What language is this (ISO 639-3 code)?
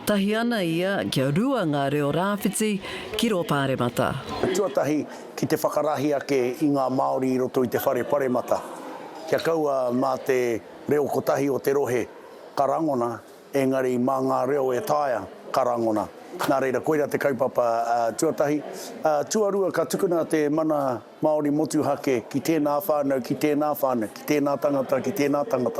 mri